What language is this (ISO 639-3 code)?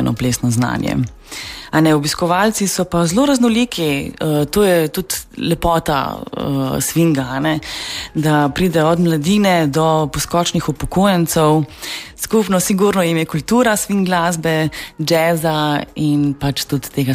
slv